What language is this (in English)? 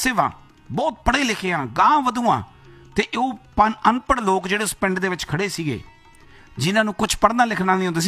Punjabi